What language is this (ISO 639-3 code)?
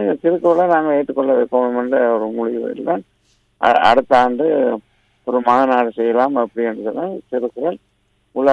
tam